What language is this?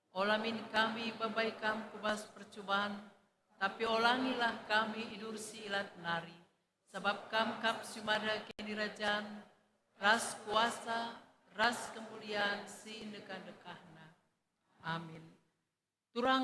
Batak Karo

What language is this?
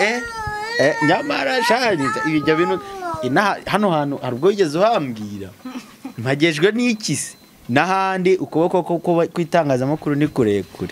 Kinyarwanda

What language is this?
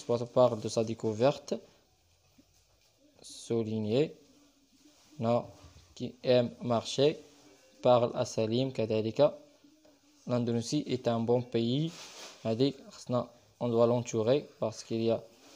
French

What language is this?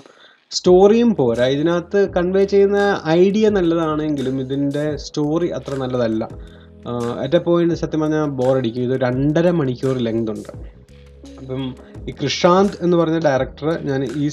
Malayalam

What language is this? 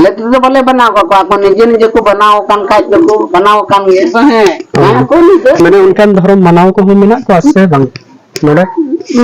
Santali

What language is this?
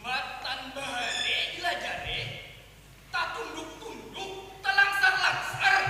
Banjar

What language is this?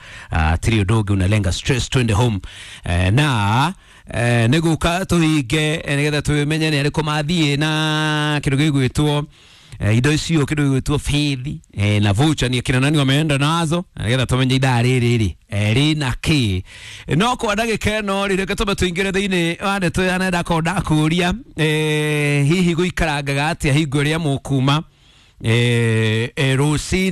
Kikuyu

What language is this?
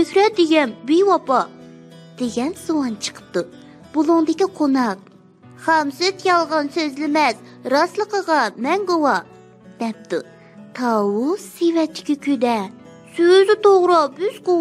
Uyghur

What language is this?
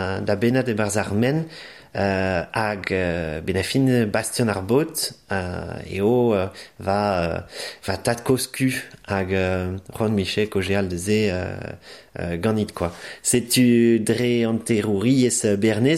Breton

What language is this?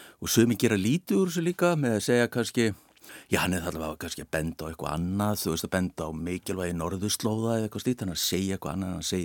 Icelandic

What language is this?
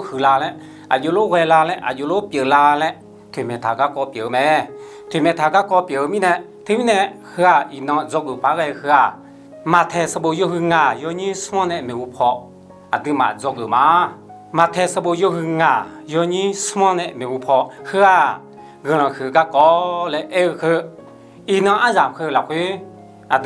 Akha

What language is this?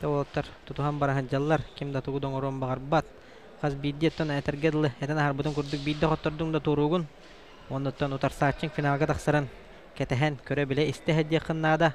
Yakut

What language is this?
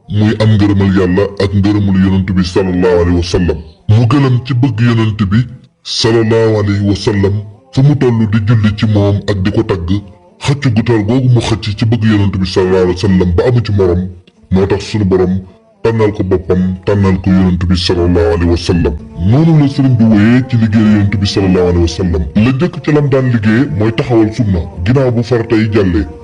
Wolof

